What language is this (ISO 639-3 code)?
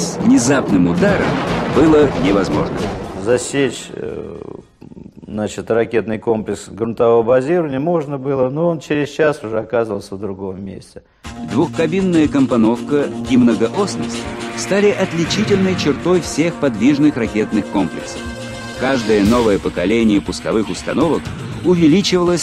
rus